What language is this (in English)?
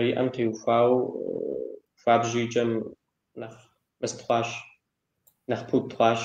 Kabardian